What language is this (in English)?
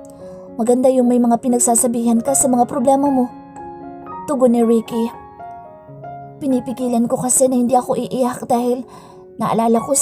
Filipino